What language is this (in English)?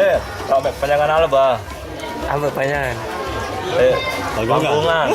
Sasak